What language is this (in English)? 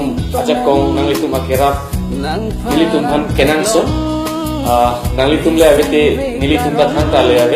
Karbi